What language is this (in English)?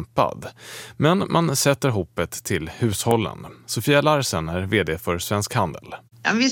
Swedish